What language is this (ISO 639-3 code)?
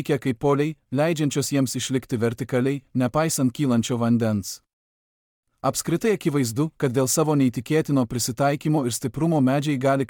lit